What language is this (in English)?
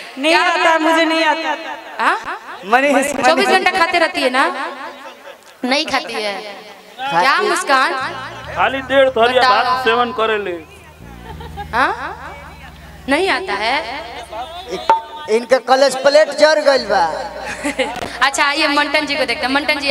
Bhojpuri